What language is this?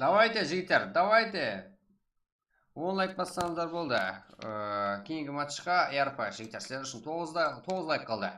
Kara-Kalpak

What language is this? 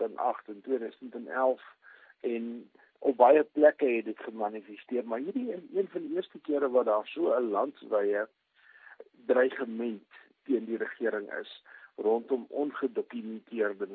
Afrikaans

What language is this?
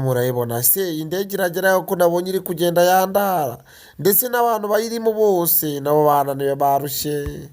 Kinyarwanda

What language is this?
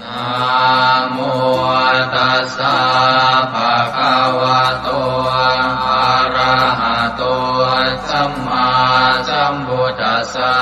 Pali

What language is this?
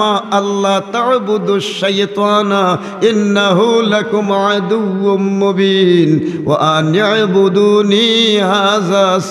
Sylheti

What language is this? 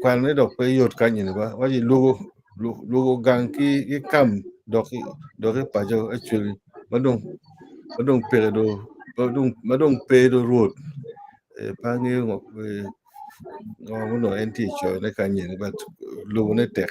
Acoli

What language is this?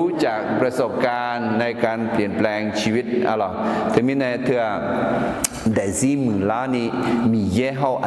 Akha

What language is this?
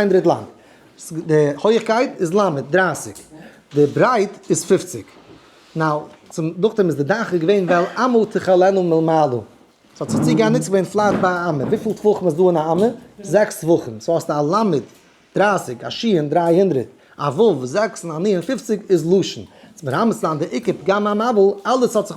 Yiddish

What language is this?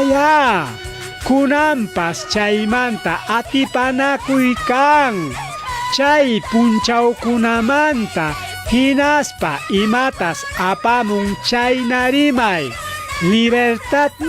Ayacucho Quechua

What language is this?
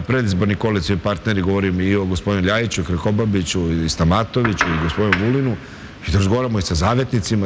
Serbian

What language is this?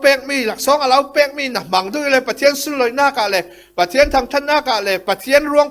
Falam Chin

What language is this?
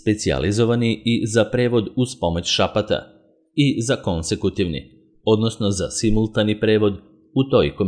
Serbian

